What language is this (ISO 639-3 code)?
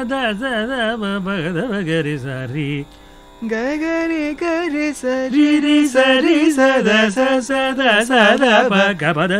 kan